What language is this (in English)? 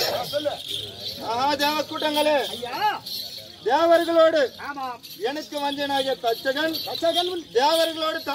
Tamil